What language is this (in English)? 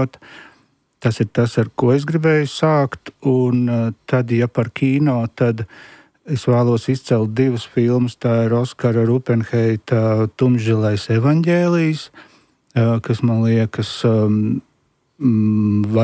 Latvian